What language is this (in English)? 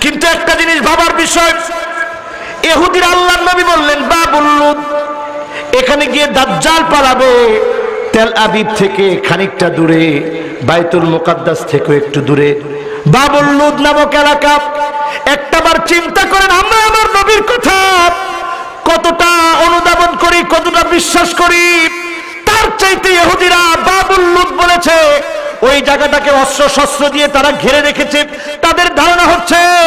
Bangla